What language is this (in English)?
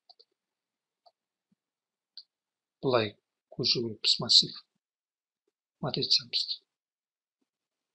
Kazakh